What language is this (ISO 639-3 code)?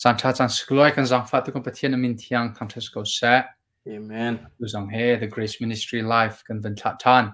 cnh